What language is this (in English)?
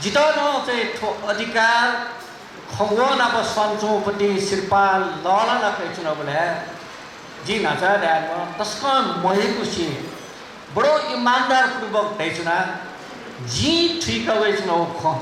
Newari